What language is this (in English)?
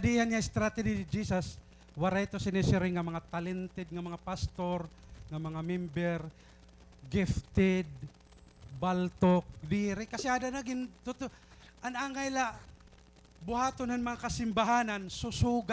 Waray